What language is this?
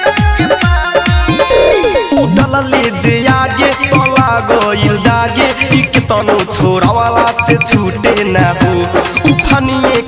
Bhojpuri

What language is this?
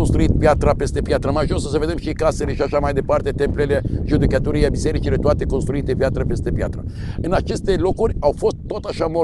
Romanian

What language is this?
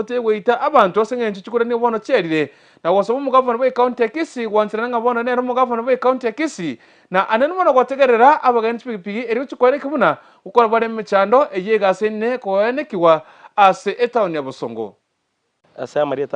Gusii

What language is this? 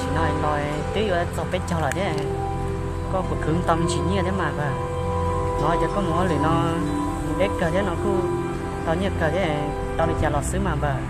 Hmong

